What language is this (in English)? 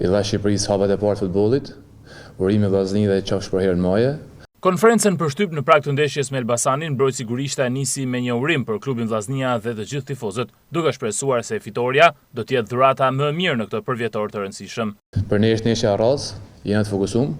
Albanian